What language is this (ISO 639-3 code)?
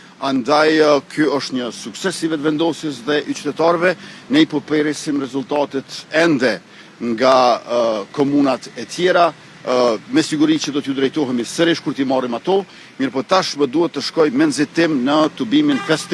sqi